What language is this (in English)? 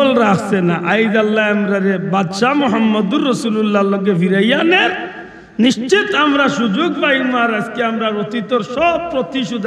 Sylheti